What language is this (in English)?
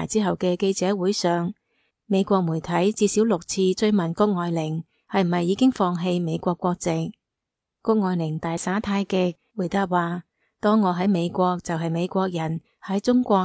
Cantonese